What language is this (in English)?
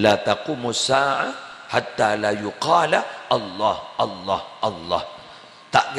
Madurese